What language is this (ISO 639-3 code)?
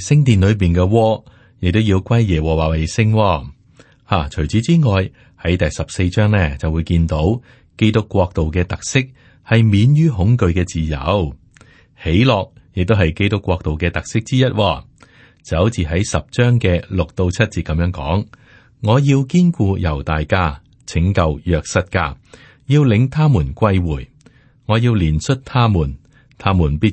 yue